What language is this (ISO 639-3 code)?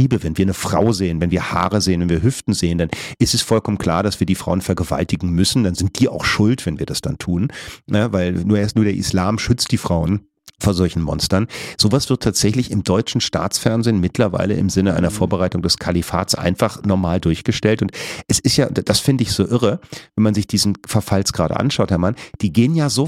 deu